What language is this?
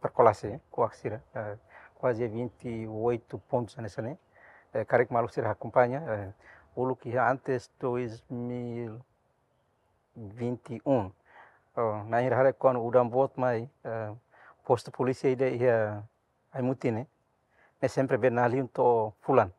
Tetum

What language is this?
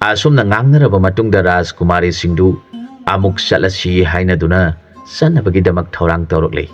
Manipuri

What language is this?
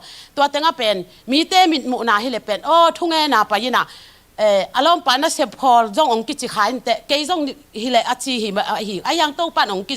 Tedim Chin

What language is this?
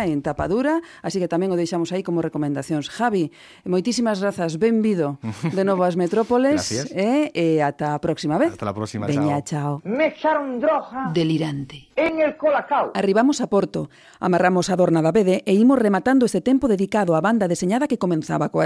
Galician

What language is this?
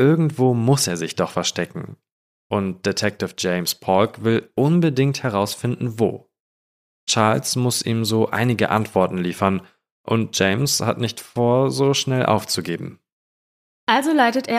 German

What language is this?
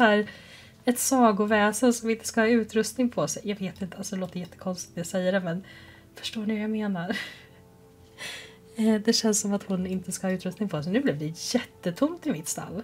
Swedish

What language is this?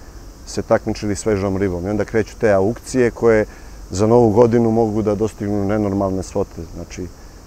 Serbian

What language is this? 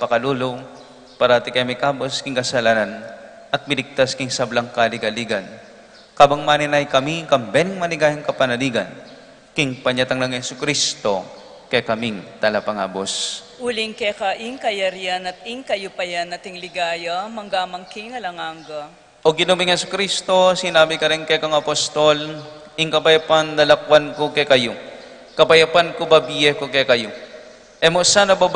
Pampanga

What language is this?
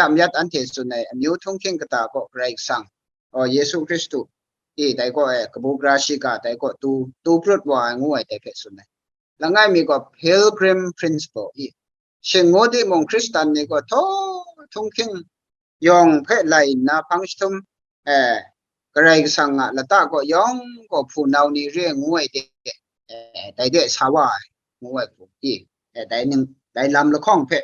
Kachin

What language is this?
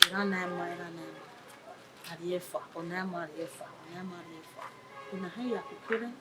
Bini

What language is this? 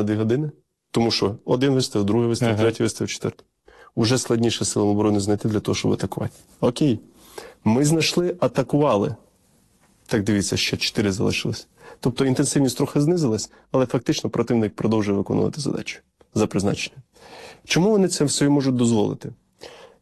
Ukrainian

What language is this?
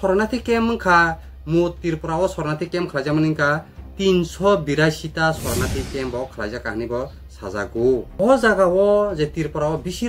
Kok Borok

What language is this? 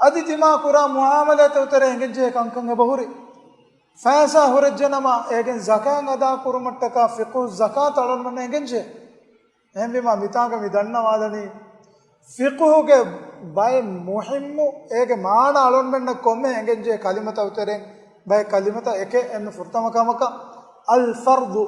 Divehi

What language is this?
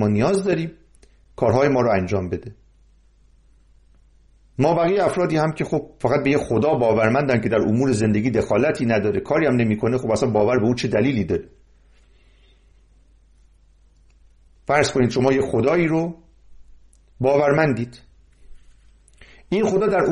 Persian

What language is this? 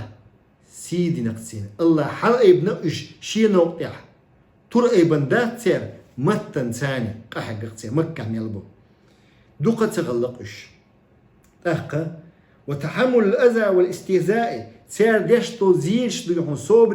Chechen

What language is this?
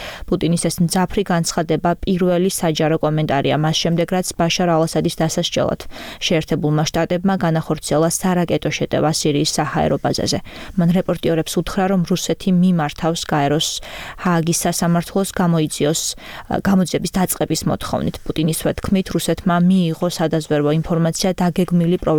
Georgian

